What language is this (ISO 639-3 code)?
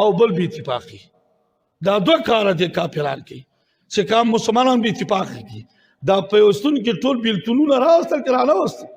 pus